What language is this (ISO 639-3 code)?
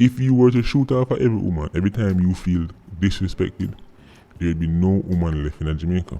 jam